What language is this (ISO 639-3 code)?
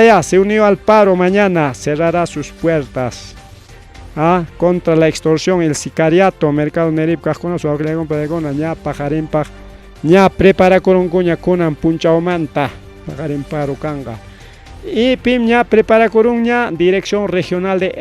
quy